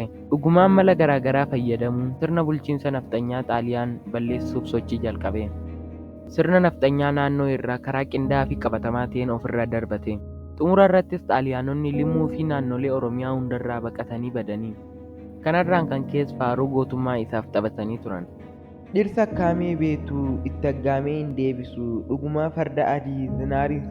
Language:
Oromo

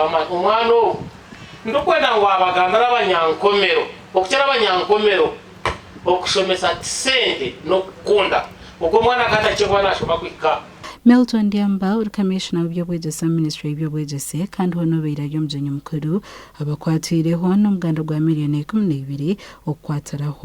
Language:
Nyankole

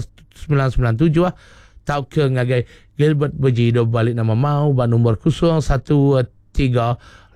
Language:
Iban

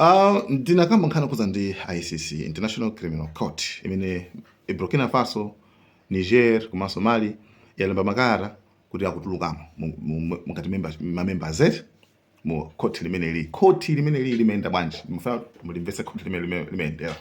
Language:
Nyanja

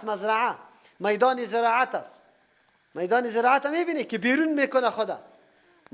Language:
Persian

